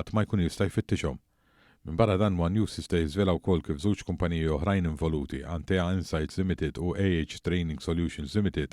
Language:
Maltese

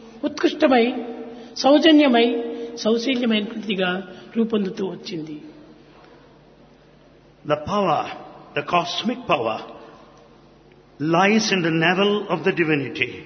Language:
Telugu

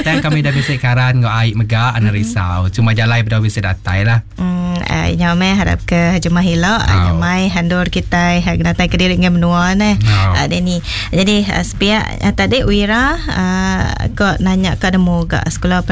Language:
Iban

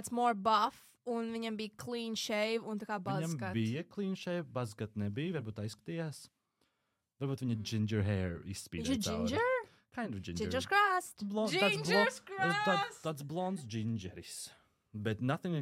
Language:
Latvian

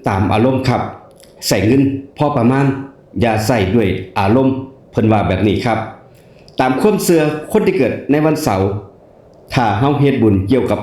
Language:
Northeastern Thai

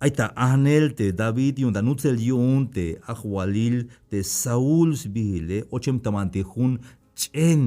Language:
Tzeltal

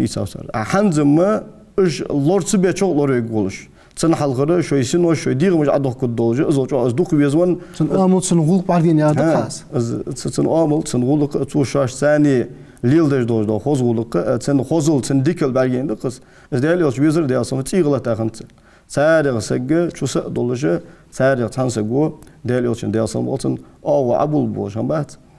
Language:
Ingush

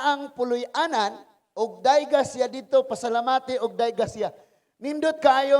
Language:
Cebuano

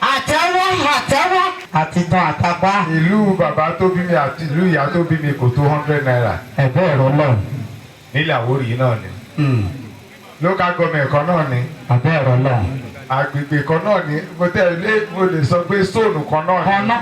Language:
Yoruba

